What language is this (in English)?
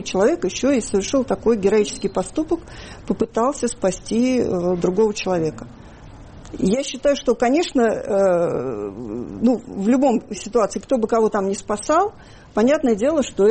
Russian